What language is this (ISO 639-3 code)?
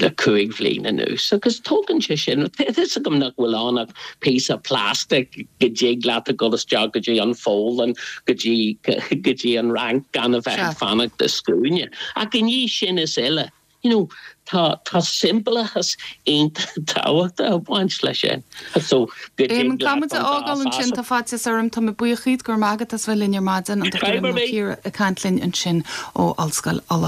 gle